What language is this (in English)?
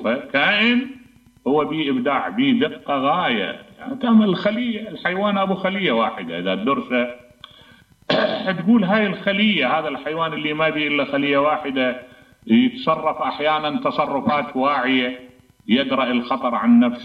Mesopotamian Arabic